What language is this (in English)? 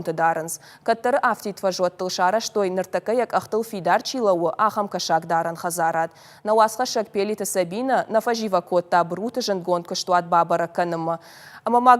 Ossetic